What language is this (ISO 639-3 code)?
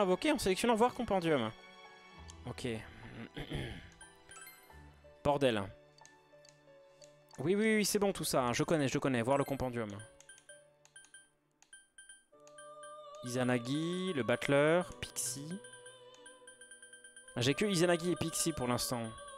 fra